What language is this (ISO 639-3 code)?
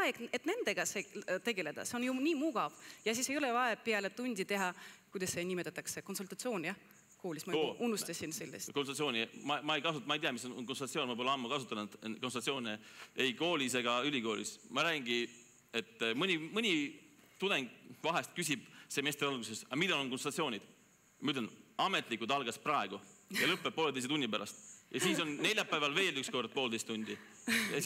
est